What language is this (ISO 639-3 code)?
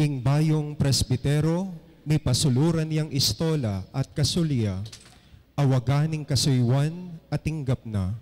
pam